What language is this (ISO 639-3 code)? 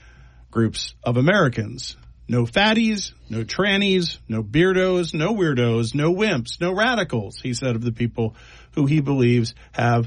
eng